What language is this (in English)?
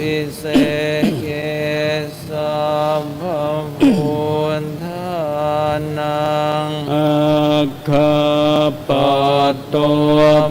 Pali